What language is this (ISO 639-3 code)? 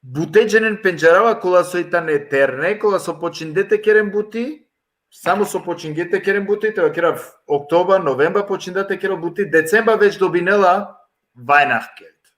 rmn